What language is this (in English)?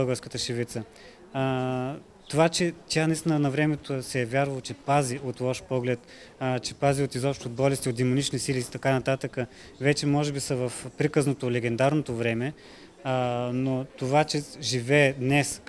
Bulgarian